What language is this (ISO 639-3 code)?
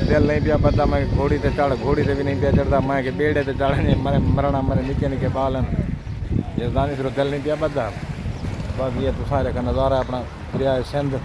skr